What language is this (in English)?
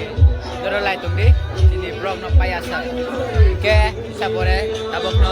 Kok Borok